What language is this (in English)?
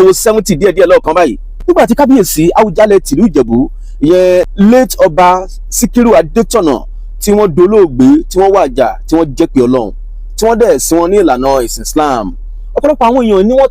Yoruba